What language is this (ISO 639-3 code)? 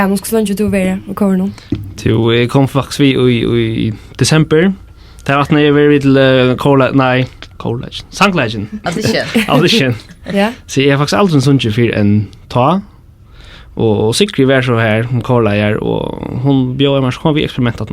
fao